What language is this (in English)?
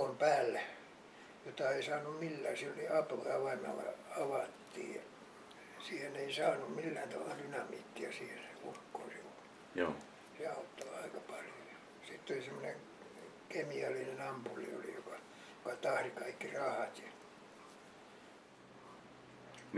Finnish